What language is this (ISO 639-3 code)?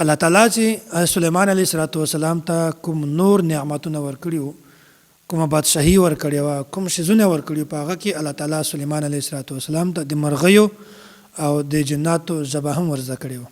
pus